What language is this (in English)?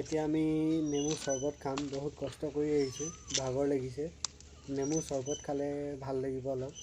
Assamese